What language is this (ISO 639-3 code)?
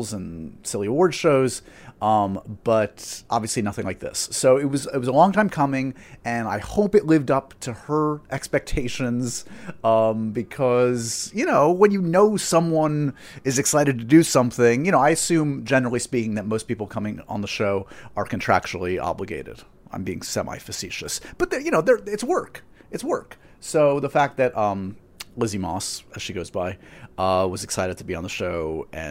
eng